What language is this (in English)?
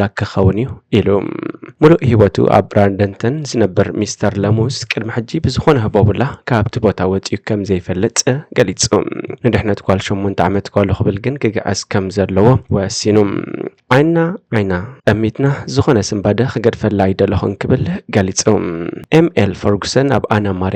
Tigrinya